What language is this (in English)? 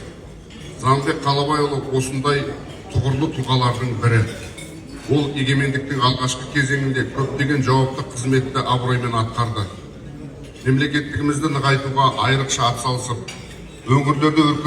Kazakh